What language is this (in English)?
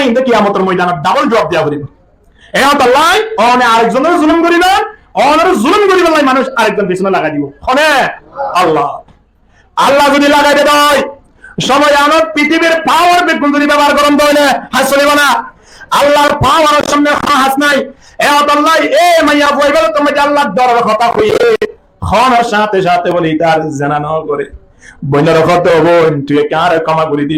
Rohingya